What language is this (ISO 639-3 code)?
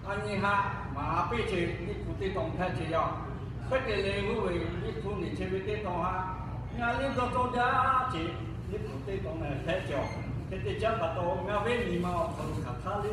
lhu